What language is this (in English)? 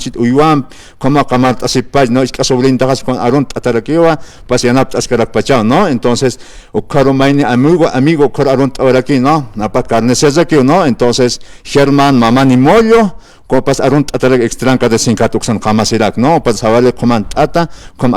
Aymara